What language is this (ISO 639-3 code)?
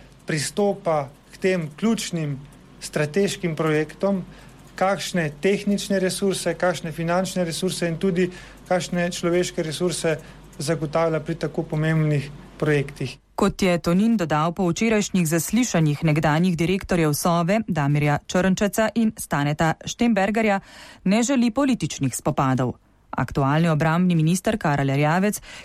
slv